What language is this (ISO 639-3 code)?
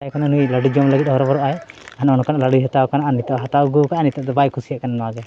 sat